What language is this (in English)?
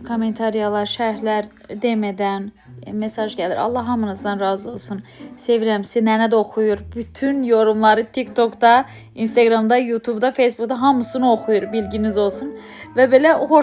Azerbaijani